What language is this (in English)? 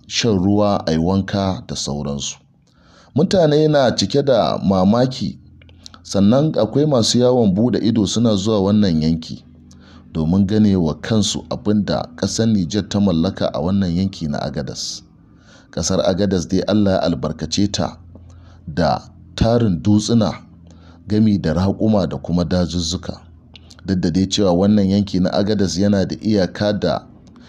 Hausa